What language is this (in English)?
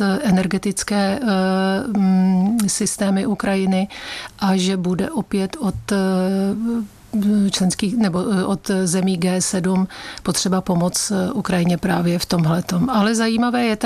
Czech